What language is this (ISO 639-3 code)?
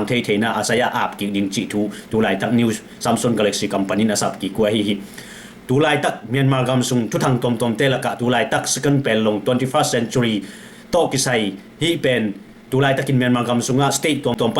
ctd